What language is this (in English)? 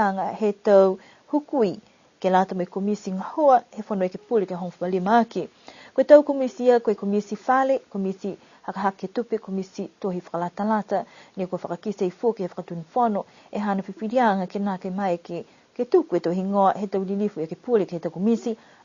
Niuean